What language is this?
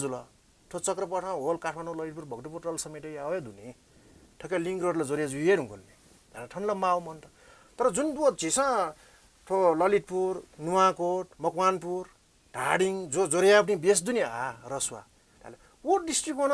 Newari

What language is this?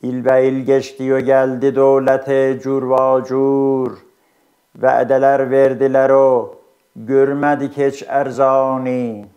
South Azerbaijani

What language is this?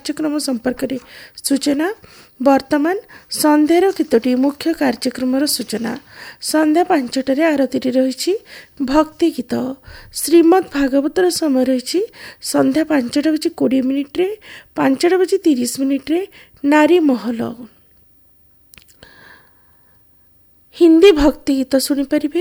Odia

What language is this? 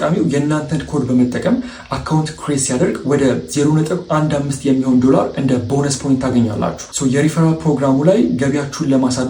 Amharic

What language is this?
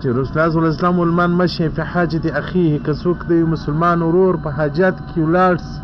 Pashto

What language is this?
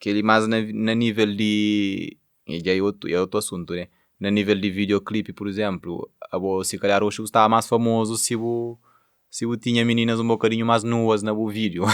Kabuverdianu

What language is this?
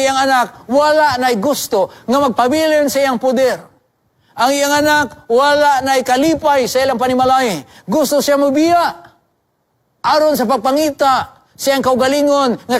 Cebuano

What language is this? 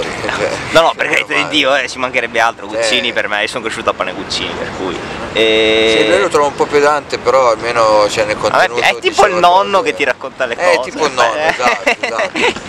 Italian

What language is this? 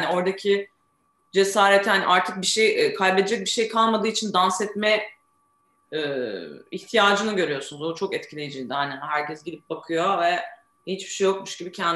Turkish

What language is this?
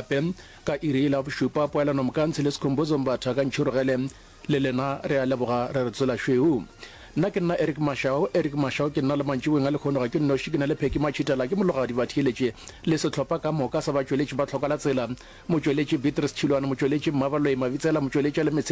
Northern Sotho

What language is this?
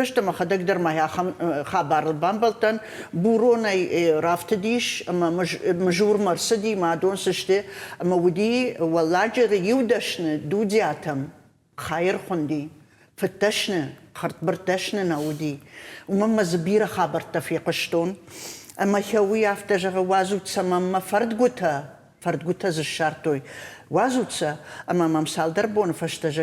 Ossetic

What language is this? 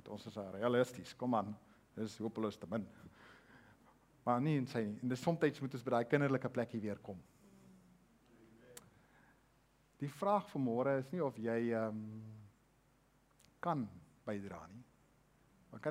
Afrikaans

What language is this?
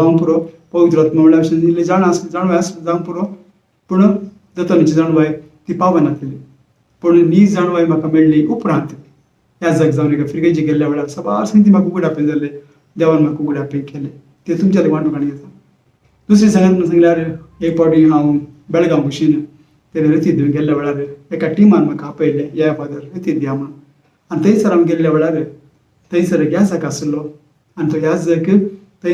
Konkani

